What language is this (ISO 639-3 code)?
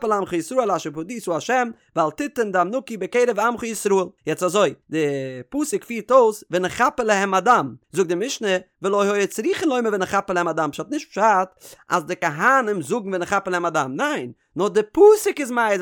yid